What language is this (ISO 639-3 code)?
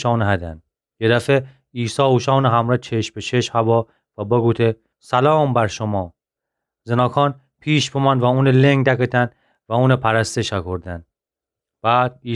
glk